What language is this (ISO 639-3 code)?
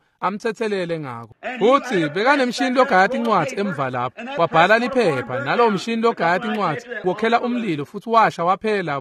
ssw